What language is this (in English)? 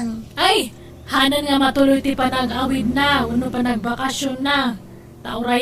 Iloko